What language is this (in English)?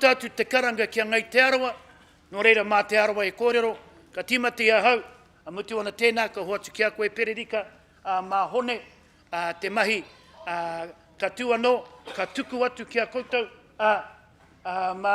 Māori